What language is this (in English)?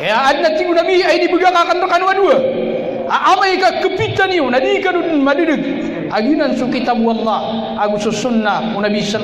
Maranao